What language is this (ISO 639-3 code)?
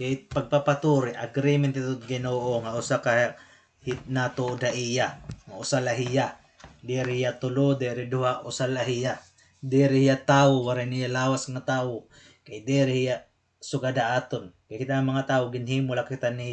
war